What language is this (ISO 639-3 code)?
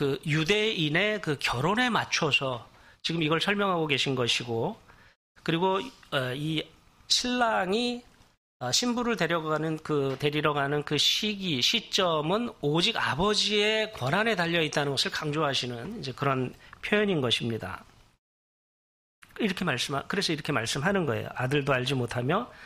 kor